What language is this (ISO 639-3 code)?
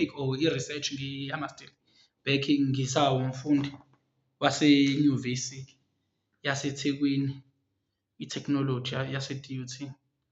zul